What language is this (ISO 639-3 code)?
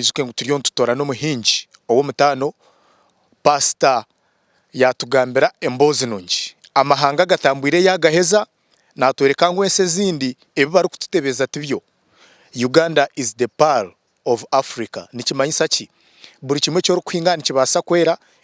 nyn